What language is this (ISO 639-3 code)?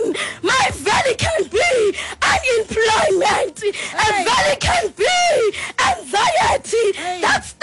xho